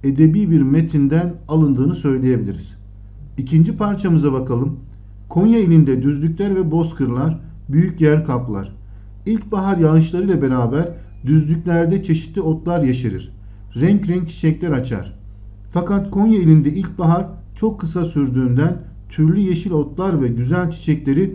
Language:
Turkish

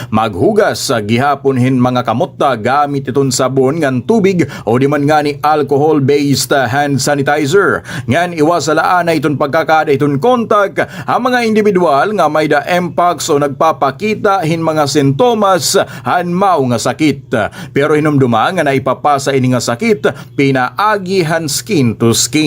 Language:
Waray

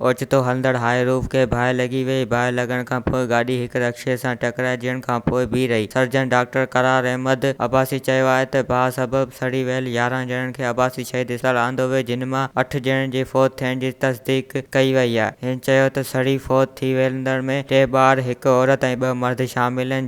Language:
Sindhi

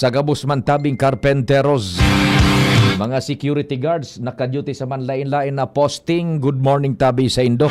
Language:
Bikol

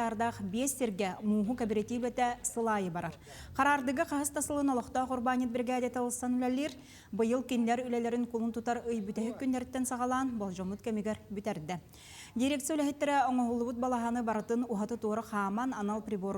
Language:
Yakut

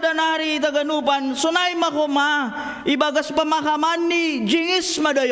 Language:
Batak Simalungun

